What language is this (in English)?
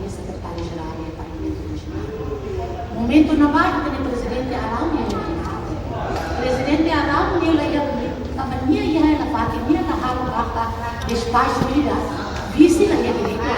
Tetum